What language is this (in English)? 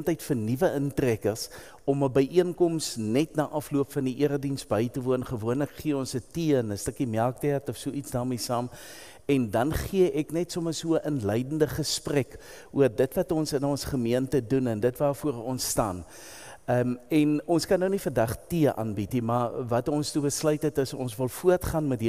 Afrikaans